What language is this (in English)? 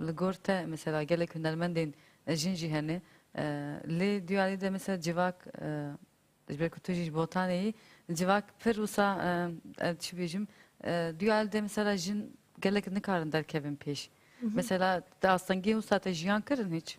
Kurdish